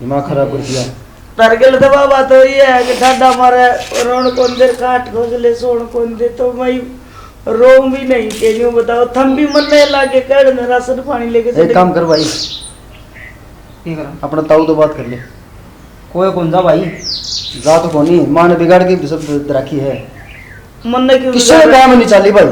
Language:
Haryanvi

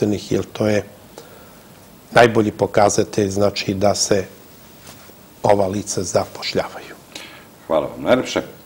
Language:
Serbian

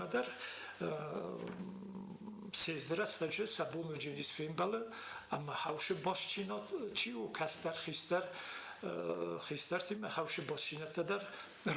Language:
Ossetic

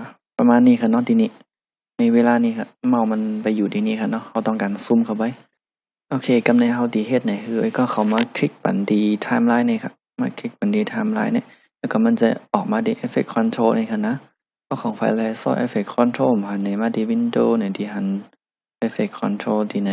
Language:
Shan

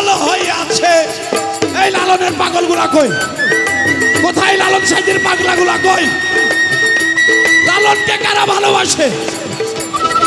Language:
Bangla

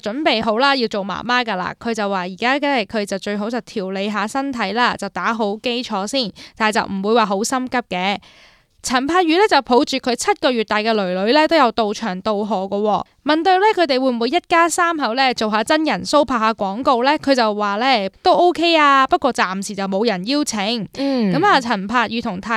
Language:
Cantonese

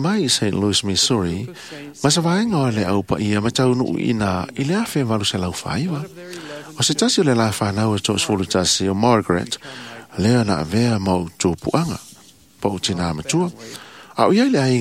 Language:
Samoan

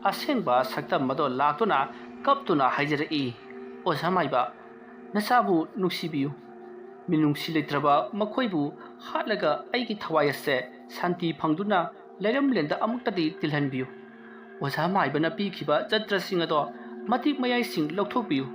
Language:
Manipuri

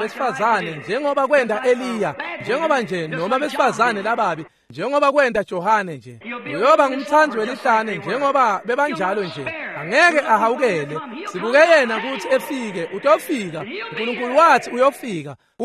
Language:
Swati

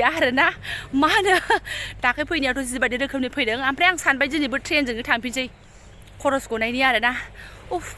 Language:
Bodo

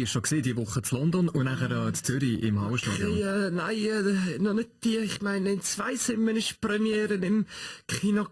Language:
Swiss German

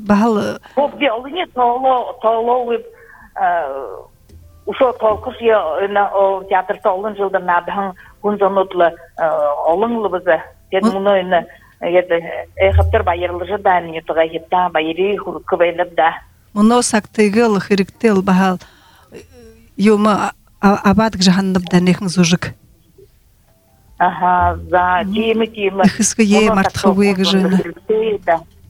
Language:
Buriat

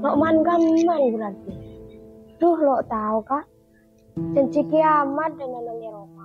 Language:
Madurese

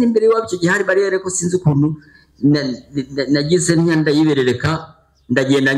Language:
Kinyarwanda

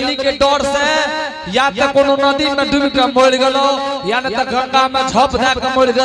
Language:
Angika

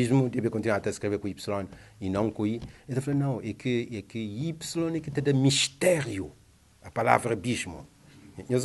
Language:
Kabuverdianu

